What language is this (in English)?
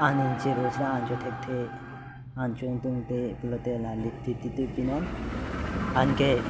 Karbi